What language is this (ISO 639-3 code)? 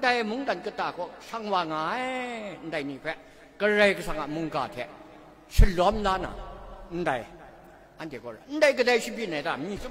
kac